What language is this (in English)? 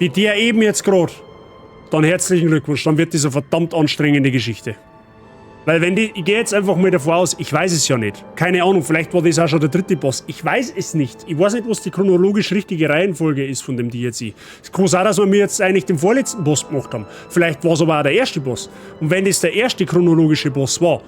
Bavarian